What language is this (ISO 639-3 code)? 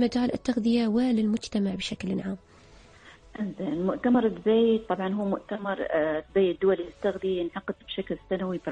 ara